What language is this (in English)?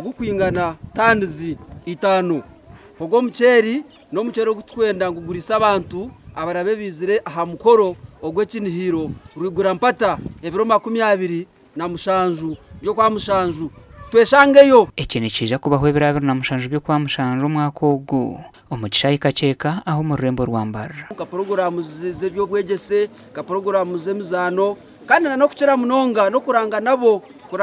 Nyankole